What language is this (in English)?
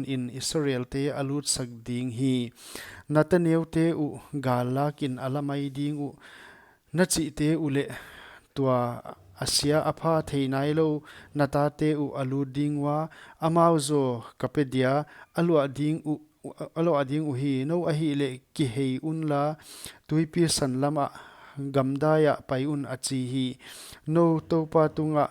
Paite Chin